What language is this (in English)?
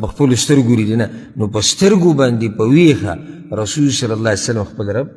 Pashto